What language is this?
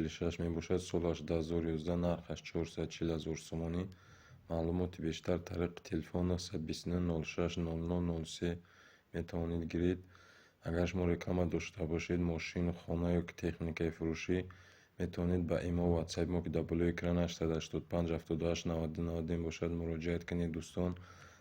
Tajik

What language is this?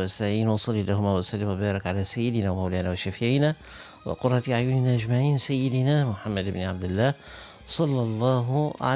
Arabic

